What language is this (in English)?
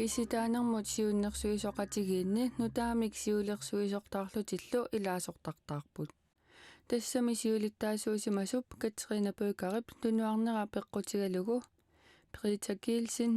Kalaallisut